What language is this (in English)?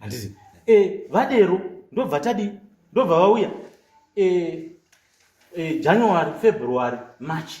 Shona